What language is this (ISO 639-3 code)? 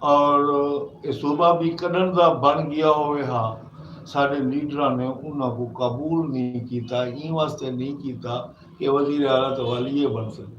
skr